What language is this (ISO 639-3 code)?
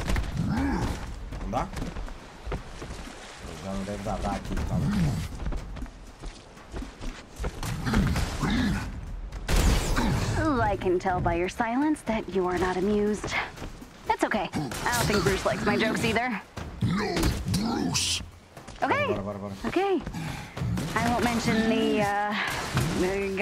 por